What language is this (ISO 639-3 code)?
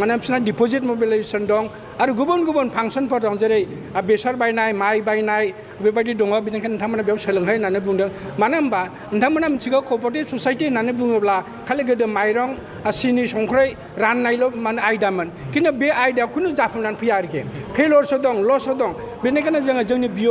brx